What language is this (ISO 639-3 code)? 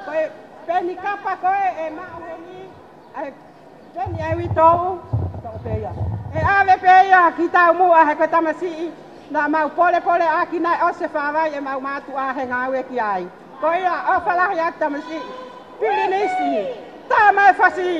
ton